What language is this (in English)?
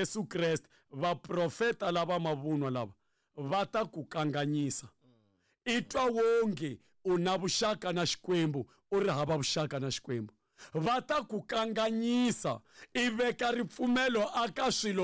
Tsonga